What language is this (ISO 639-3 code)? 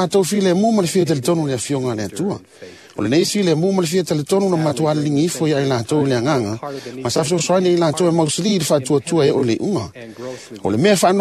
smo